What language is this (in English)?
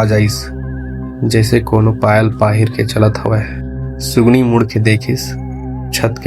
Chhattisgarhi